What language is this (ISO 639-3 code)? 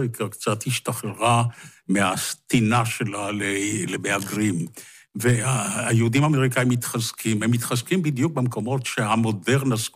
heb